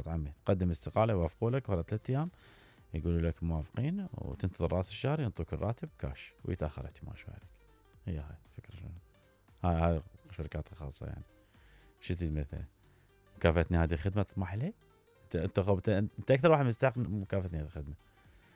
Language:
Mesopotamian Arabic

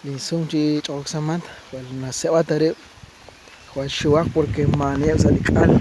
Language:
Kekchí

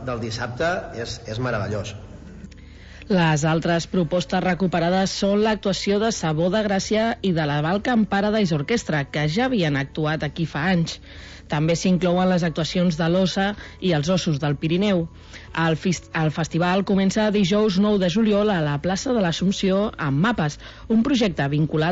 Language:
Catalan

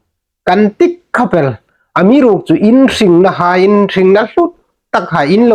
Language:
Hmar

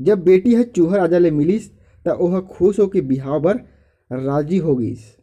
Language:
Chhattisgarhi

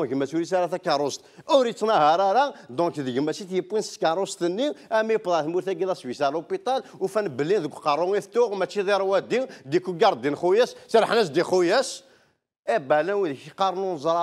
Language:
Kabyle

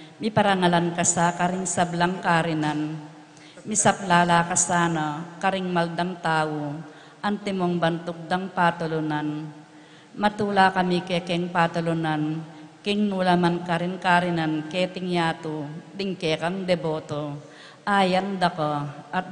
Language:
Pampanga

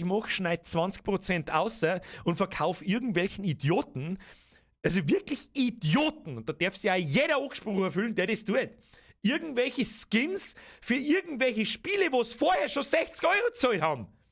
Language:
Bavarian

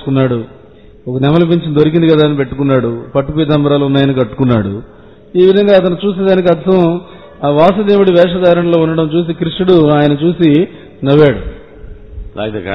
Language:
Telugu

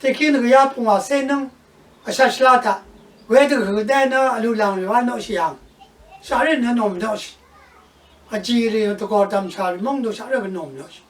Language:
Rawang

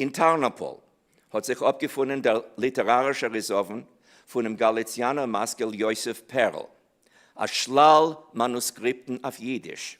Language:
Yiddish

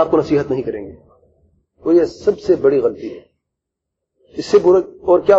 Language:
Urdu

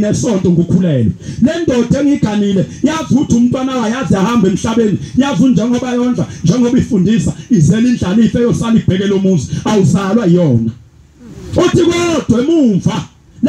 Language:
Zulu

